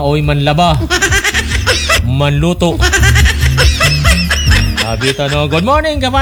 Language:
Filipino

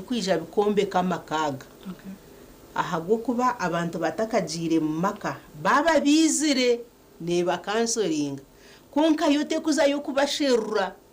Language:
Nyankole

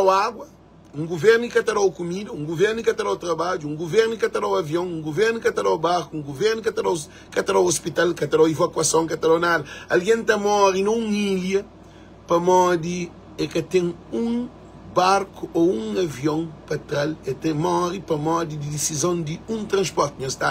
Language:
Kabuverdianu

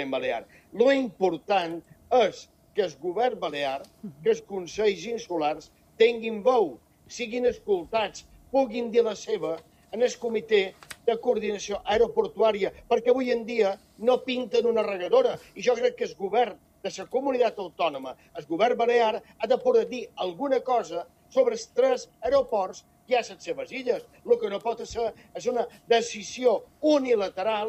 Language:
Catalan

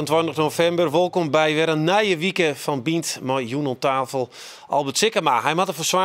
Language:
Western Frisian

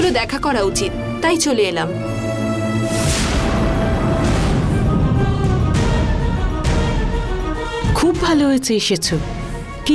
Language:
Bangla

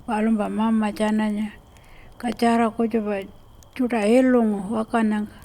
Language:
Pitjantjatjara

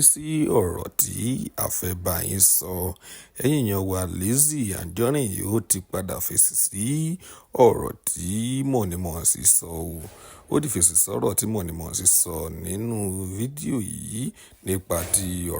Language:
Yoruba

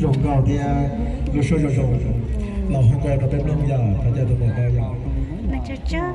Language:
Hmong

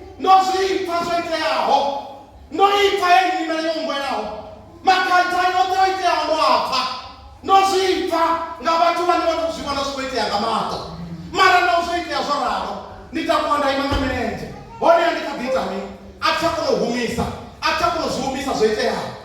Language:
Venda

